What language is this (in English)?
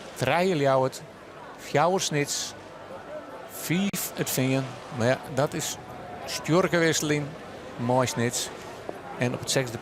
Western Frisian